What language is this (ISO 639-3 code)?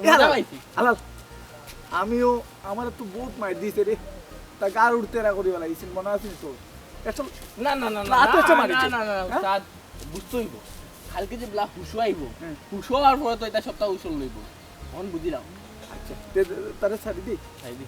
syl